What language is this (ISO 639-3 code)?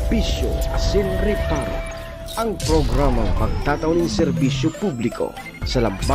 bik